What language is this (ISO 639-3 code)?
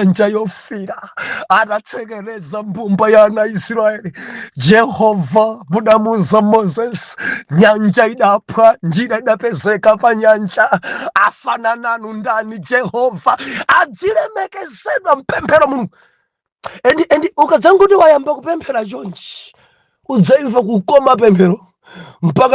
nya